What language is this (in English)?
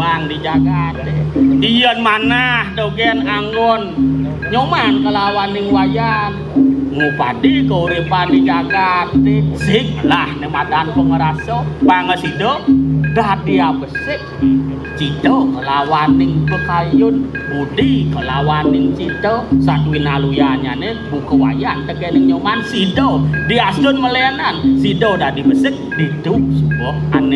Balinese